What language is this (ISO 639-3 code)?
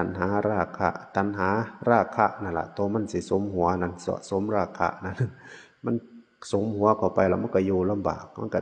tts